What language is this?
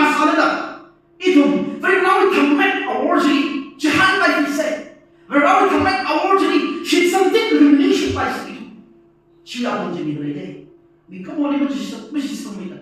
Tangkhul Naga (India)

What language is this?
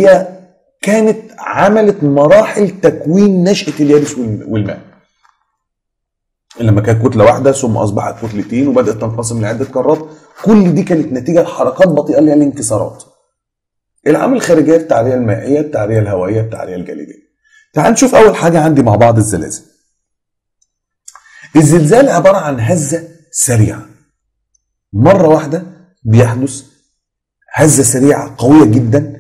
Egyptian Arabic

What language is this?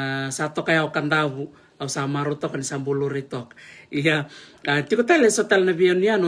Fijian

